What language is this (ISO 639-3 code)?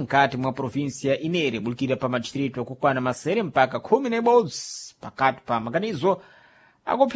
seh